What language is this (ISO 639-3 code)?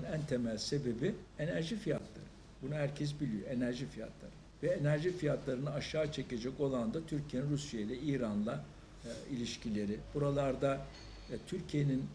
tur